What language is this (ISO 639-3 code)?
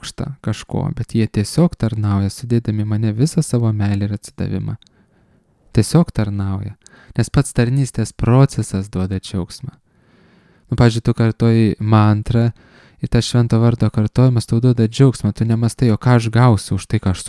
lit